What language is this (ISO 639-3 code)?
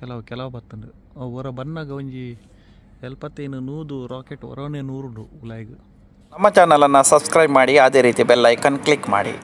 tcy